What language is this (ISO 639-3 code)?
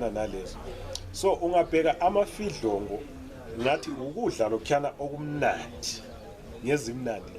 nde